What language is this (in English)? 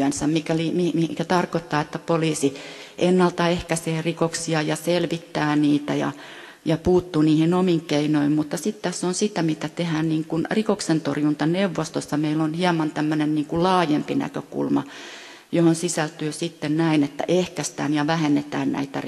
Finnish